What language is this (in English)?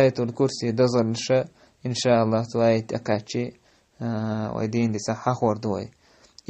Chechen